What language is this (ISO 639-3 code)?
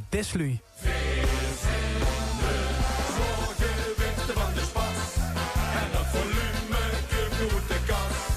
lim